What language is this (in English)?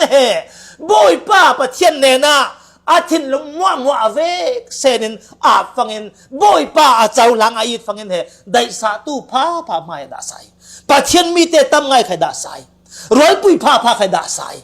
Falam Chin